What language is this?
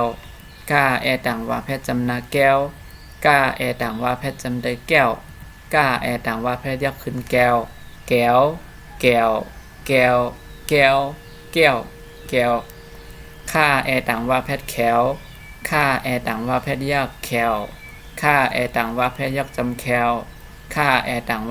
Shan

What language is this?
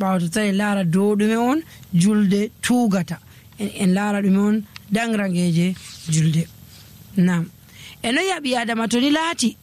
Nigerian Fulfulde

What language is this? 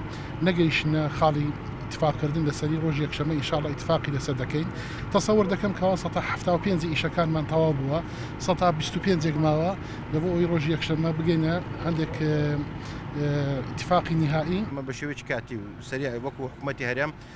Central Kurdish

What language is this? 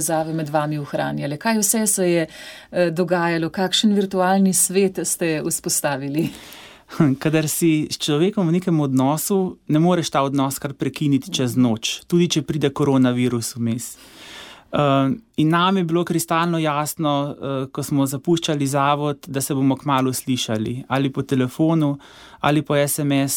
Slovenian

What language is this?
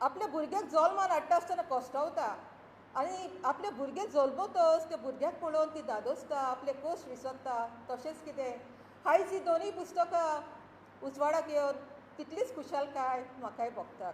Konkani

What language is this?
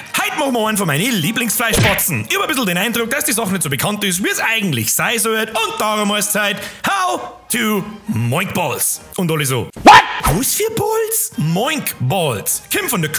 Bavarian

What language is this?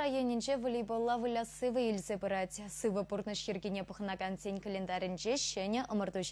Chuvash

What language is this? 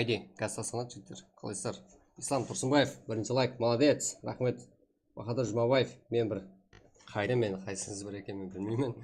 Kara-Kalpak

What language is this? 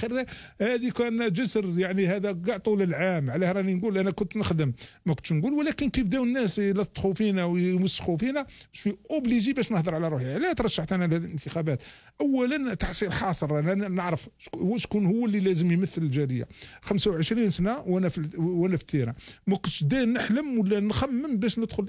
Algerian Arabic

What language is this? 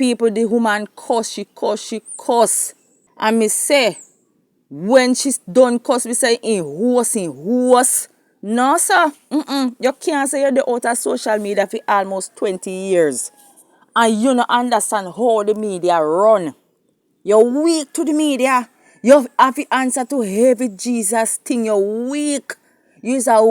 Jamaican Creole English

